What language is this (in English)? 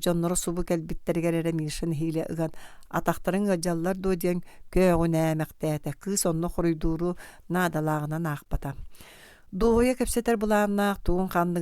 Yakut